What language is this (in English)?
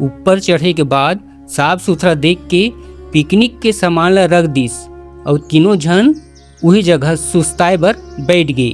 Chhattisgarhi